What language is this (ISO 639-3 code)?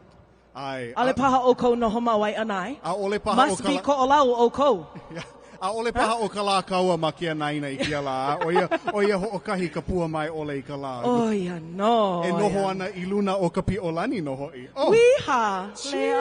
haw